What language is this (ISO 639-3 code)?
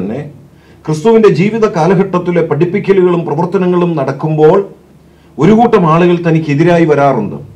mal